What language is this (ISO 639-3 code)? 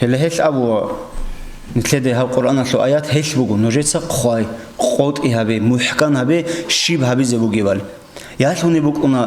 ava